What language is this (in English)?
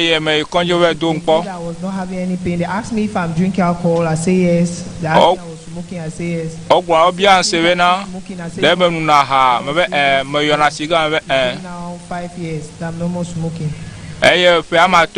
Ewe